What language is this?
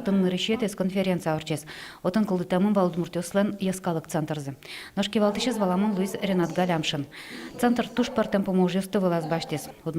Udmurt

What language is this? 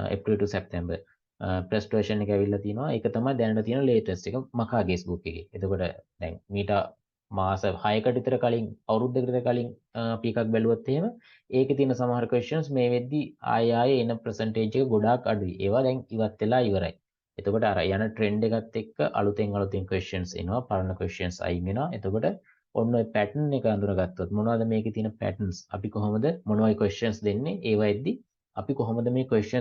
Sinhala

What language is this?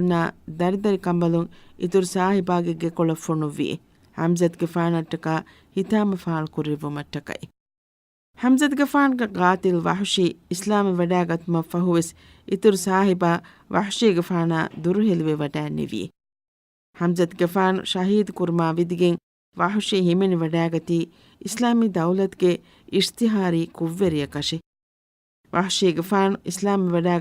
Divehi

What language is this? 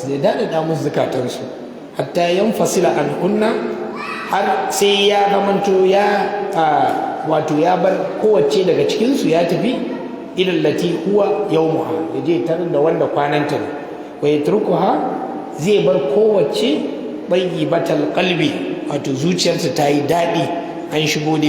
Hausa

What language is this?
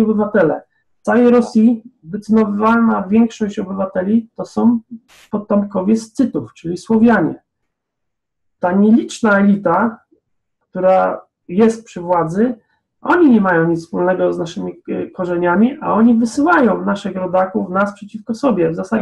Polish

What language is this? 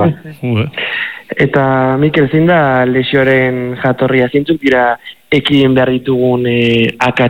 Basque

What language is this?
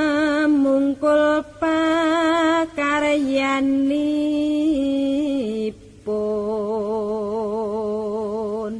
Javanese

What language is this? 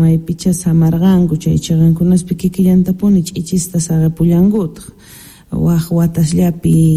South Bolivian Quechua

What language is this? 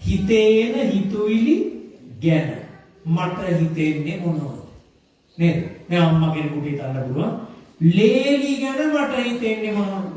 Sinhala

